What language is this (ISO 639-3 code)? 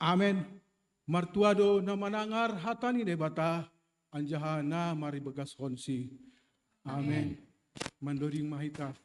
bts